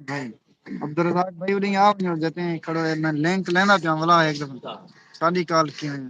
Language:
Saraiki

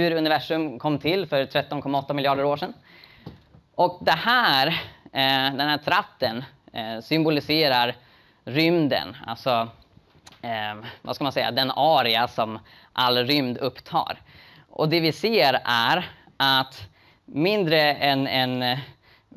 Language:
Swedish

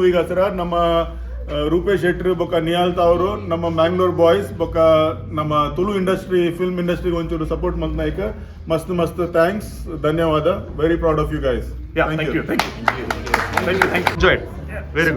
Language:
Tulu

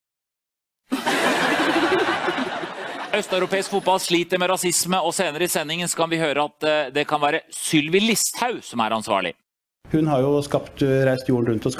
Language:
Norwegian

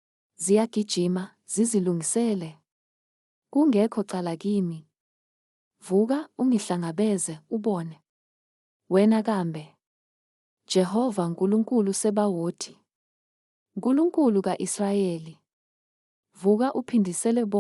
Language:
Zulu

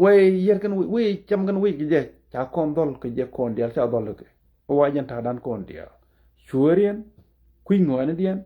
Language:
Nuer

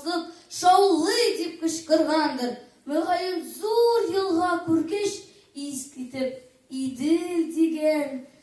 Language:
Tatar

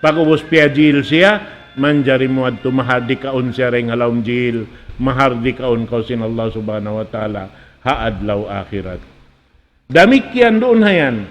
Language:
Tausug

